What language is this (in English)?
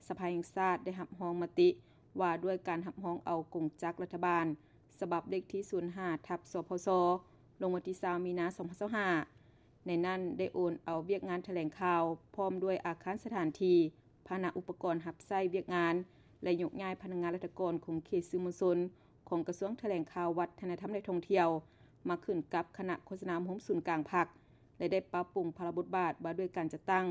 Lao